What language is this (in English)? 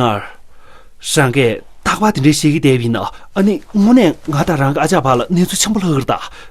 Tibetan